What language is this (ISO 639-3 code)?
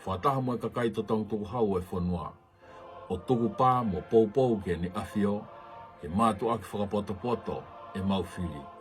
ton